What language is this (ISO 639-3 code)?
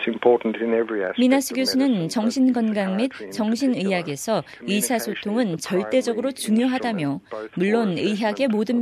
kor